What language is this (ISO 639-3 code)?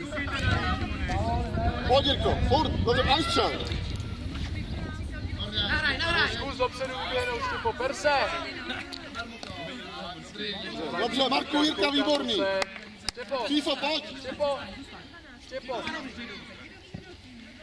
ces